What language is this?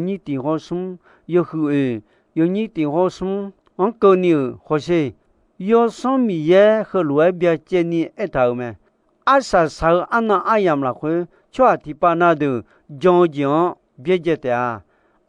Akha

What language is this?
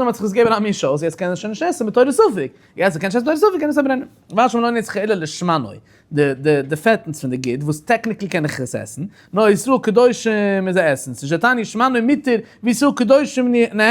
Yiddish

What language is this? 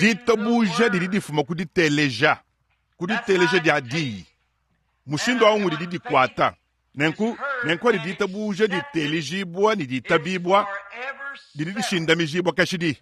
Luba-Lulua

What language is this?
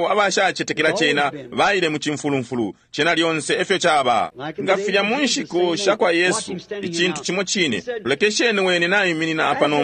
Bemba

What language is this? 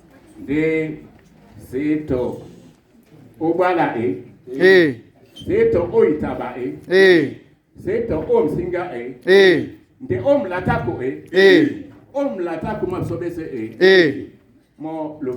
Duala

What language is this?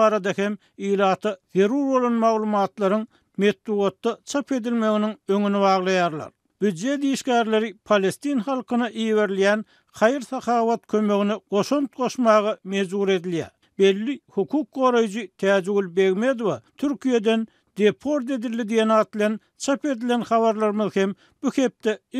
Turkmen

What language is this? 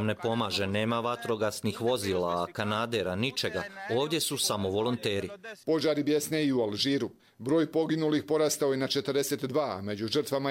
Croatian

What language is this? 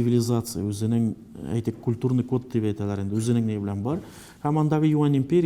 Tatar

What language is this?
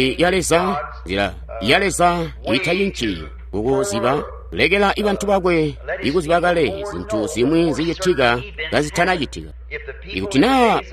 Tonga (Zambia)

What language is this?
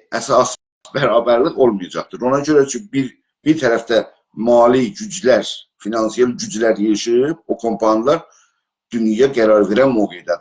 South Azerbaijani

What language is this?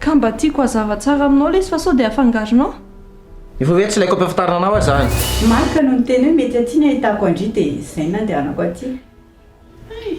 Malagasy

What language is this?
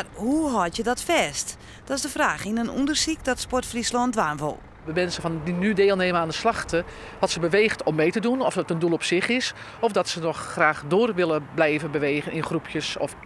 Western Frisian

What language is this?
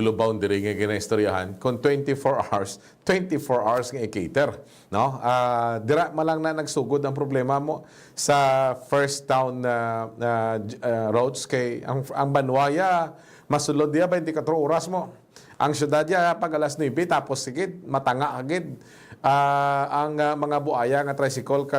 Hiligaynon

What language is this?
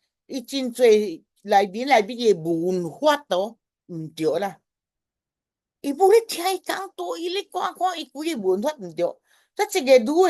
Min Nan Chinese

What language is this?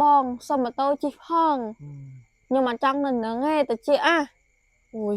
Khmer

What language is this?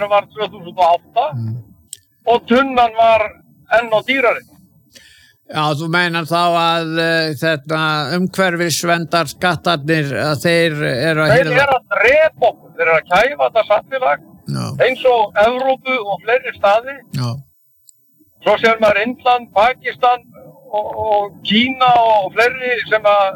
Icelandic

